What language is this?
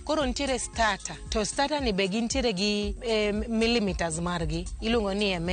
Luo (Kenya and Tanzania)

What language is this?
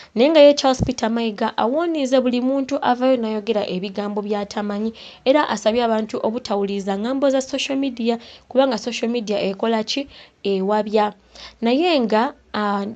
Ganda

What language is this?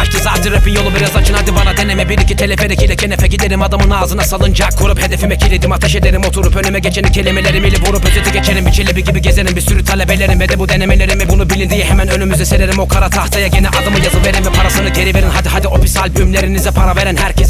Turkish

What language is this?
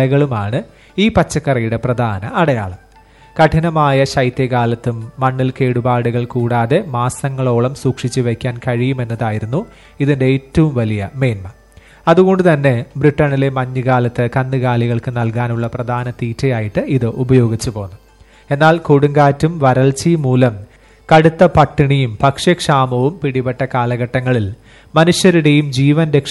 Malayalam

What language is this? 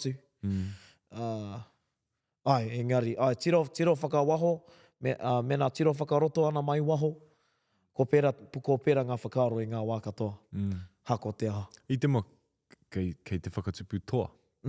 Māori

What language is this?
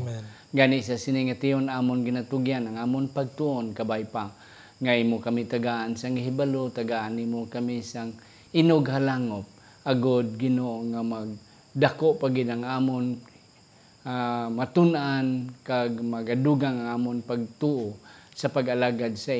Hiligaynon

